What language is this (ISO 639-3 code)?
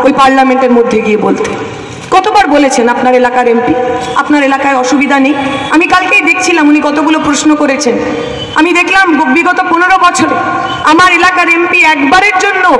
ben